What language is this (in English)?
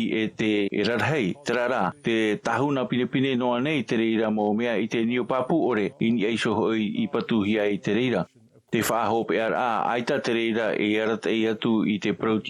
Tahitian